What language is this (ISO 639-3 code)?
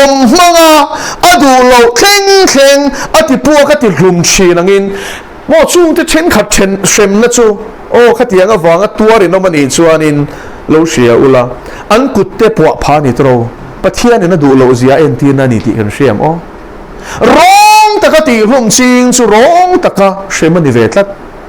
lus